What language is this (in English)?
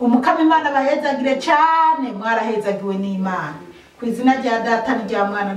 Rundi